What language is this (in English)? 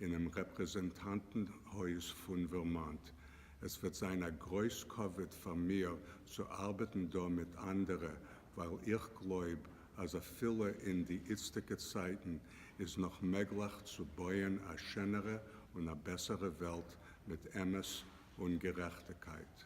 Yiddish